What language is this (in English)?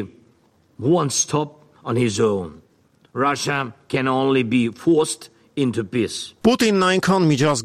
Armenian